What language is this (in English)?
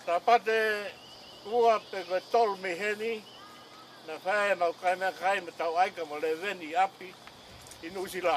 Tongan